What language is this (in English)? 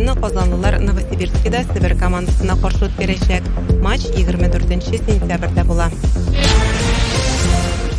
Tatar